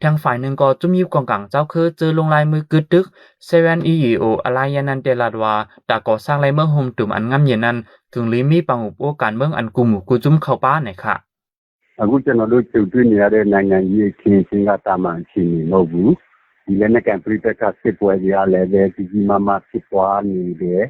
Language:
Shan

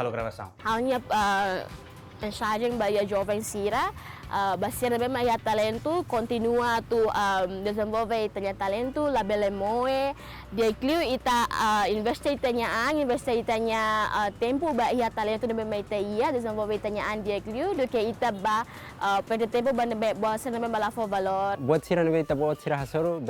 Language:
Tetum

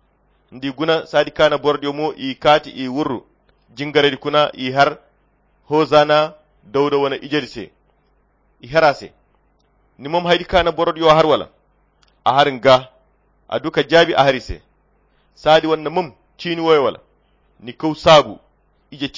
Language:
Koyra Chiini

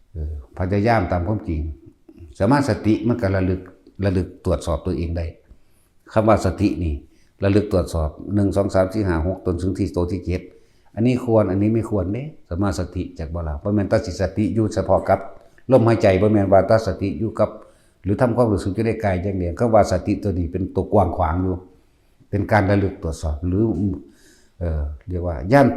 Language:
Northeastern Thai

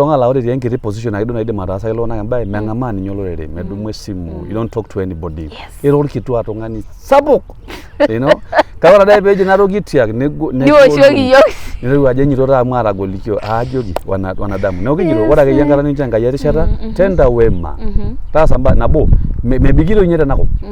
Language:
Masai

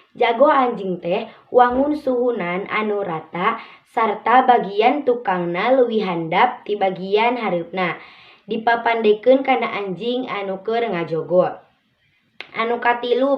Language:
Sundanese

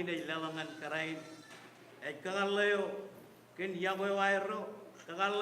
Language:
Marshallese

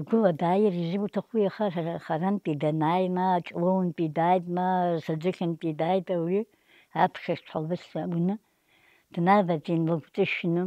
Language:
Abkhazian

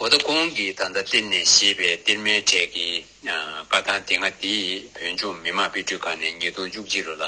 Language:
Tibetan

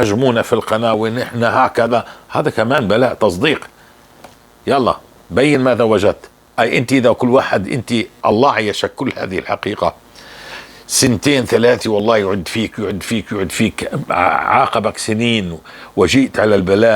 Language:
North Levantine Arabic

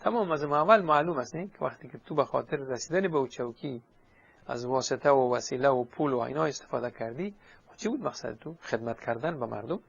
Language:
Persian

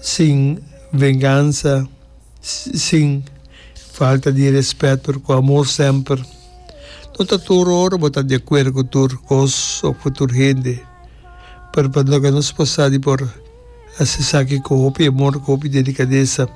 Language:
Papiamento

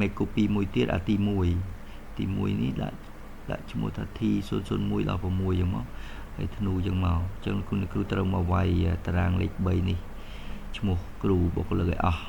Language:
Khmer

